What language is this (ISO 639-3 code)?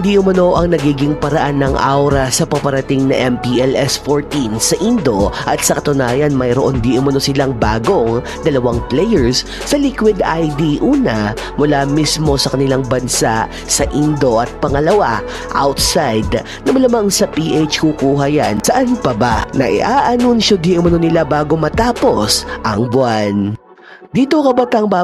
fil